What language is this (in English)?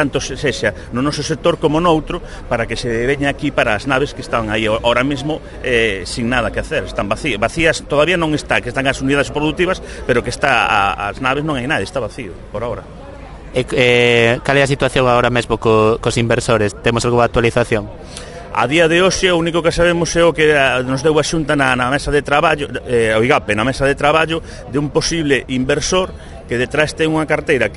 Galician